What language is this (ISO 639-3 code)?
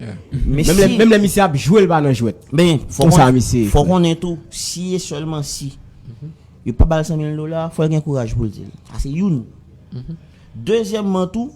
hat